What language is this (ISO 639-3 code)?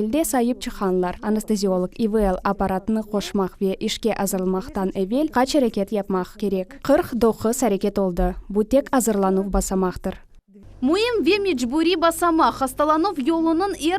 crh